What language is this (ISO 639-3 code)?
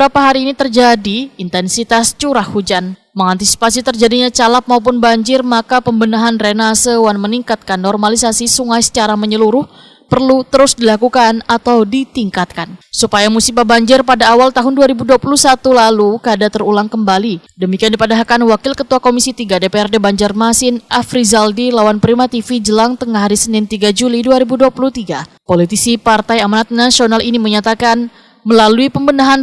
bjn